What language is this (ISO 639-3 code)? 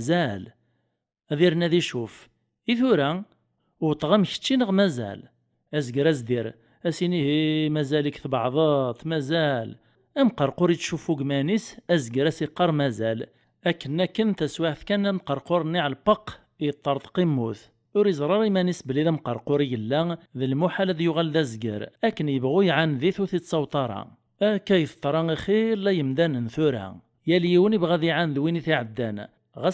kab